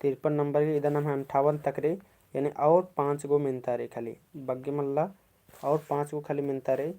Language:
Kurukh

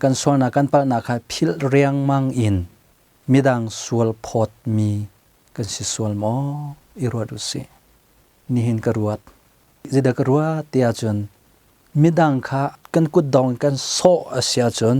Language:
Hakha Chin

